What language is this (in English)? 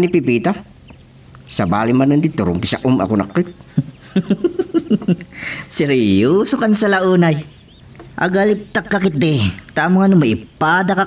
Iloko